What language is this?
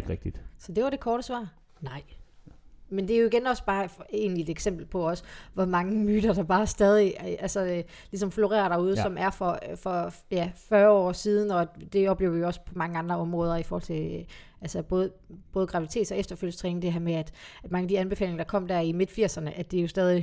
Danish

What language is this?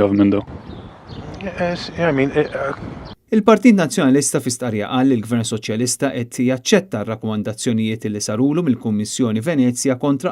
Maltese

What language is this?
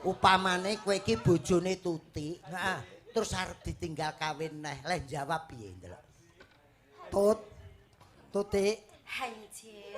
Javanese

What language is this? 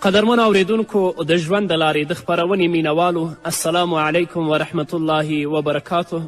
Pashto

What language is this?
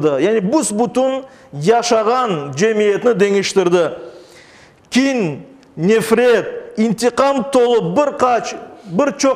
Crimean Tatar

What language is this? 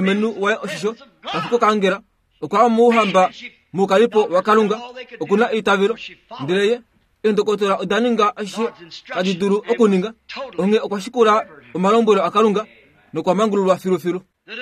Kuanyama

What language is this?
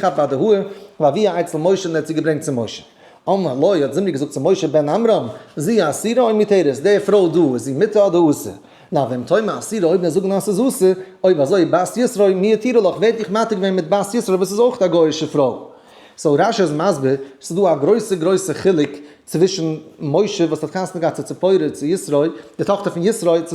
Yiddish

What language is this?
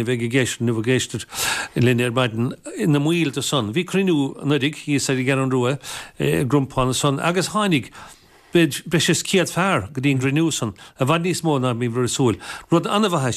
Irish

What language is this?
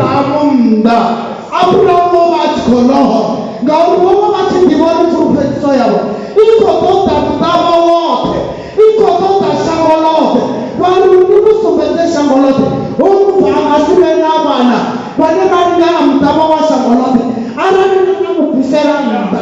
Venda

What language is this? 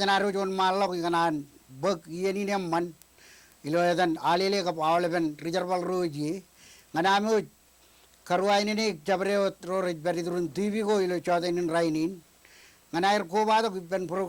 Marshallese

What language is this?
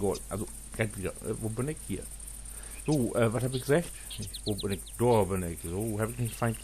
Low German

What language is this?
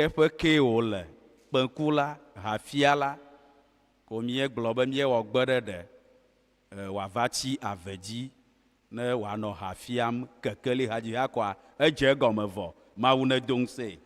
Ewe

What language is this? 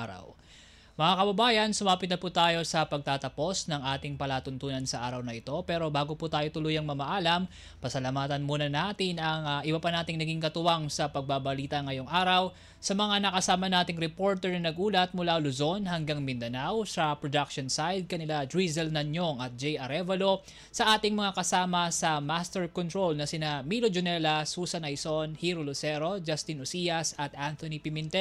Filipino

